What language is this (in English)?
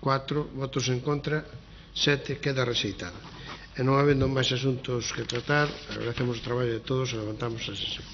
Galician